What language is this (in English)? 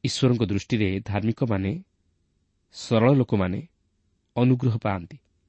Odia